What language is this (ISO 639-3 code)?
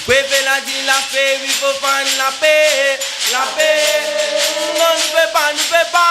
rcf